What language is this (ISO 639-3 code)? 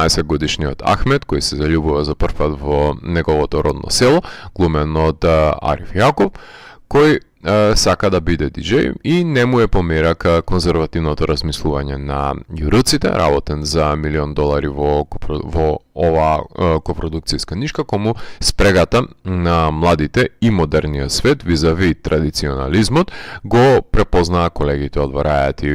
mkd